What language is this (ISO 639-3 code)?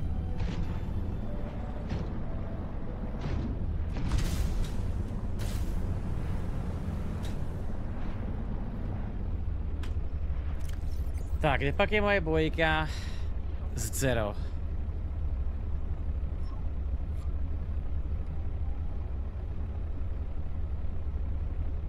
ces